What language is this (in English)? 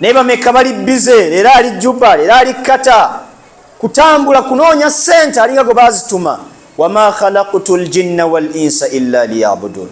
Ganda